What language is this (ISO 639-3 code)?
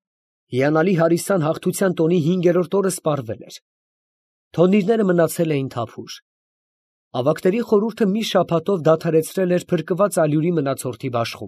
hye